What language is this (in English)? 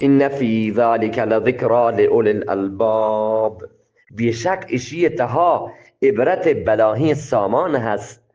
Eastern Balochi